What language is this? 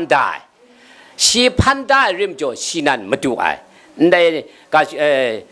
Kachin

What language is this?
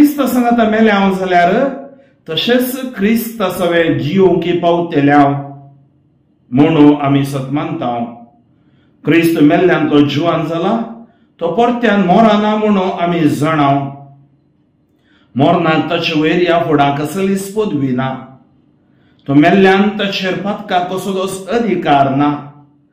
Konkani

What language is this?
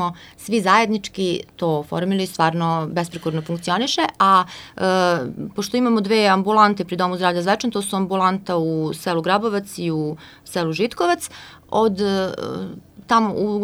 Serbian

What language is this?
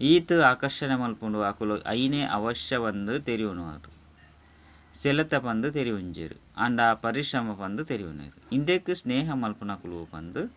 Tulu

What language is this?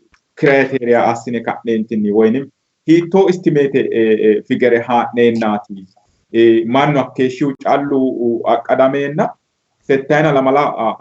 Sidamo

